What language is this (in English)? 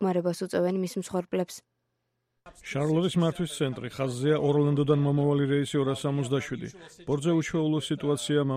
Georgian